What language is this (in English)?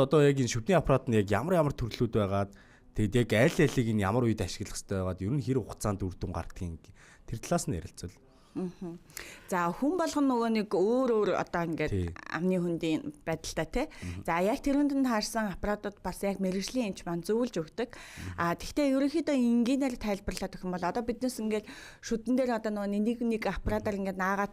Mongolian